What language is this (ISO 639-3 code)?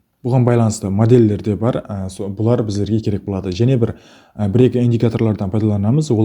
kaa